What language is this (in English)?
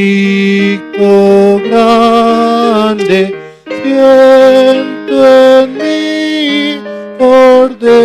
South Bolivian Quechua